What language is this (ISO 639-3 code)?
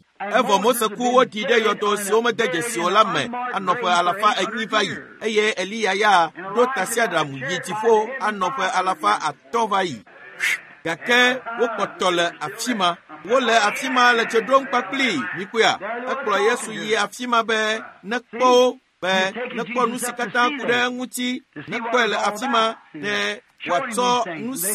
ewe